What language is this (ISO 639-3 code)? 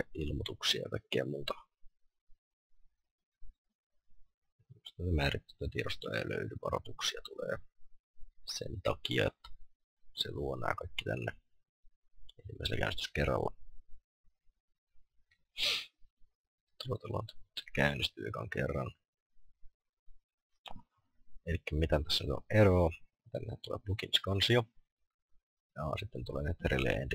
fin